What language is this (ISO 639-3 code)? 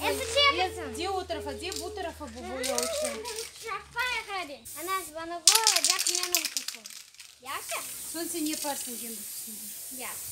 crh